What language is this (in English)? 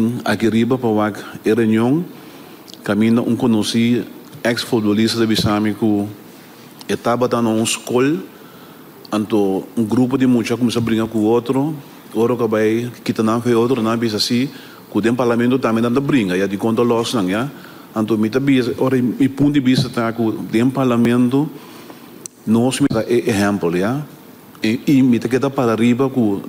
Papiamento